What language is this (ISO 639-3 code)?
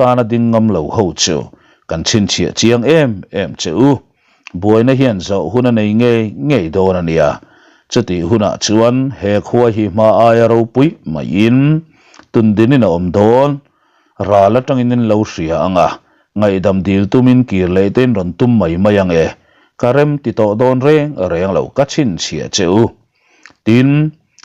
lus